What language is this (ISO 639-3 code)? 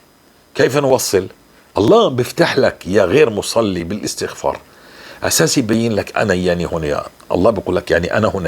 apc